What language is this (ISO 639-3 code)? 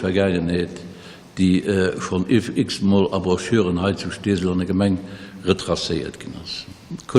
ltz